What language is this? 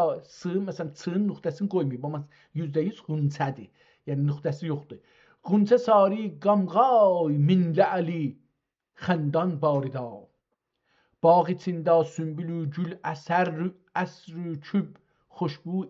South Azerbaijani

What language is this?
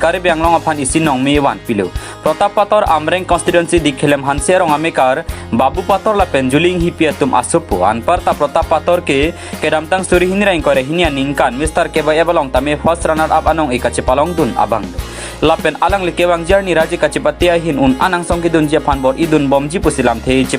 Karbi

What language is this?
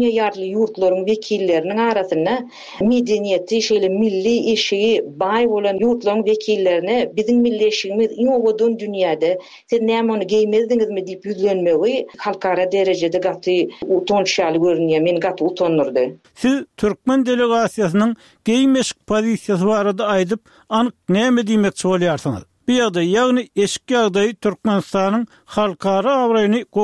Turkmen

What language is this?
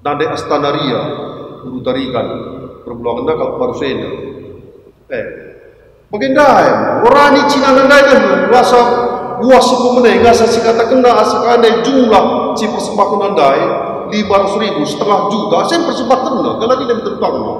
Batak Karo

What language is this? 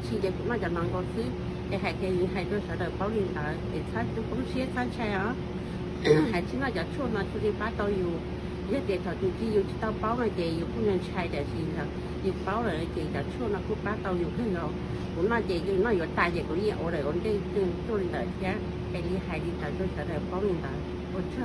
Hmong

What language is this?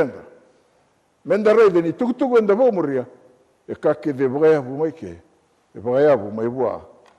Fijian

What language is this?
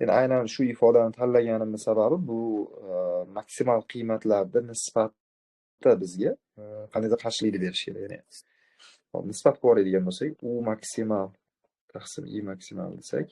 Uzbek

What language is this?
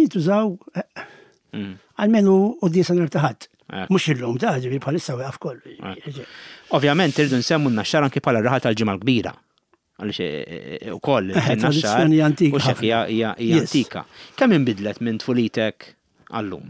Maltese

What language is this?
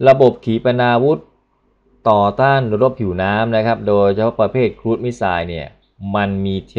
Thai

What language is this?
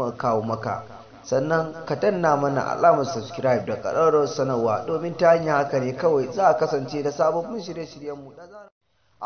Hausa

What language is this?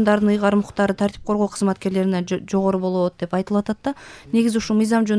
Kyrgyz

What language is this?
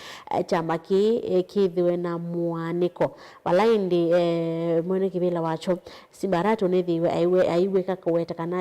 Kamba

